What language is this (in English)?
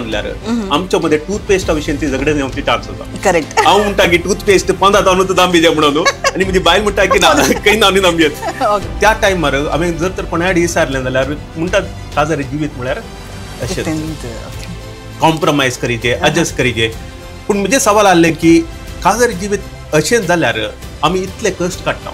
Konkani